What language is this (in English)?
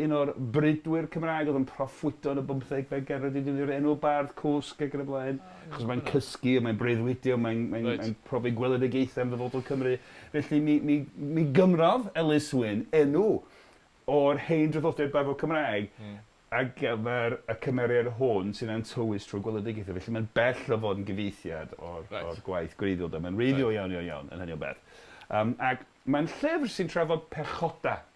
Welsh